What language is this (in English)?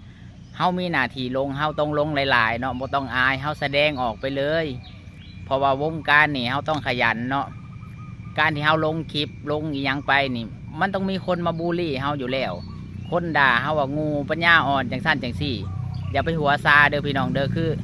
Lao